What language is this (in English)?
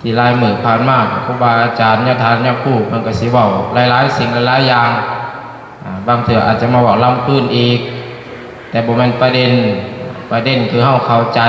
Lao